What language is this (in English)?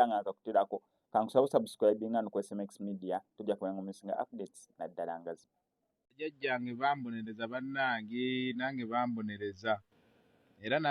Ganda